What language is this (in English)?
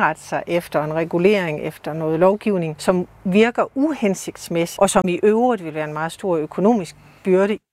Danish